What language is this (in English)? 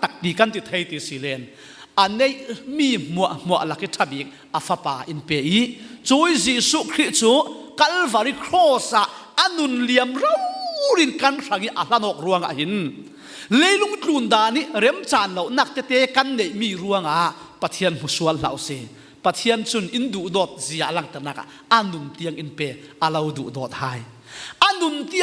Falam Chin